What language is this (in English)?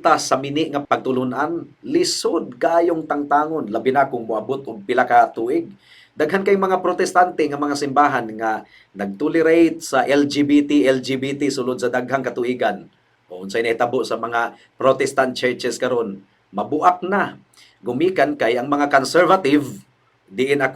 Cebuano